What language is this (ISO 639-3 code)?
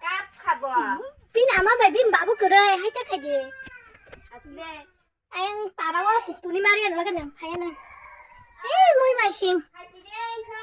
trp